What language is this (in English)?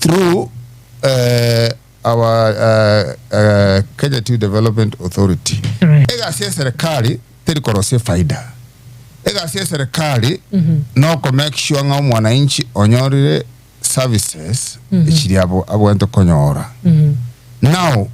Gusii